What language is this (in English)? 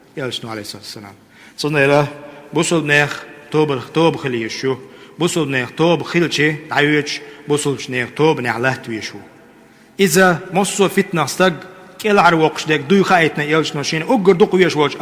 Chechen